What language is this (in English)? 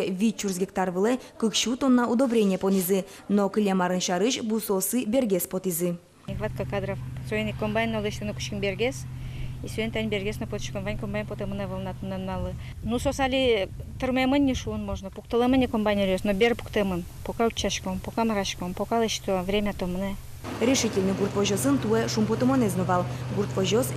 Udmurt